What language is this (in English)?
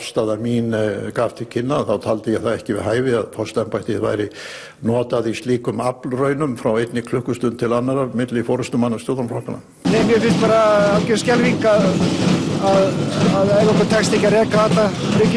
Icelandic